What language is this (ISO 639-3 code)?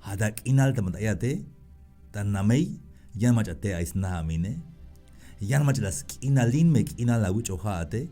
tzh